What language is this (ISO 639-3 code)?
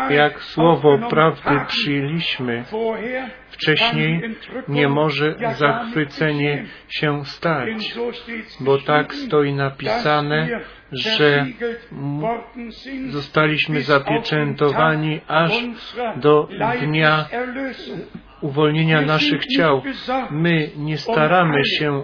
pol